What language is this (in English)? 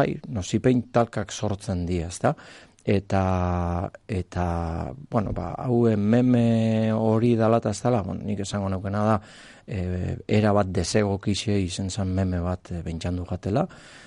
Basque